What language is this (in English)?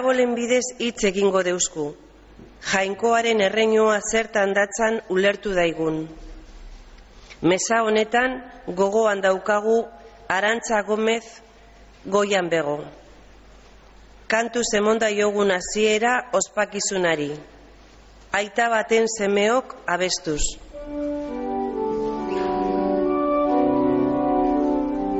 Basque